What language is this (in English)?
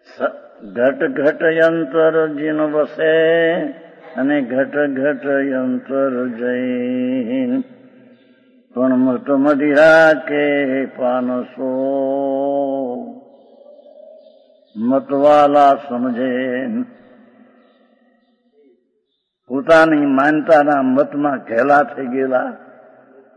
Gujarati